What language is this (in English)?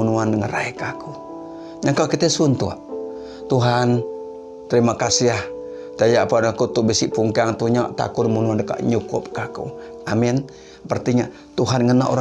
Iban